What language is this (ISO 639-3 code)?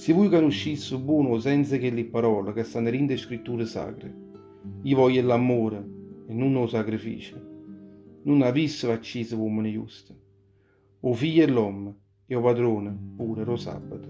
nap